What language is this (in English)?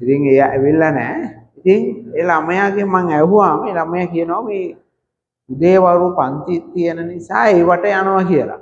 Sinhala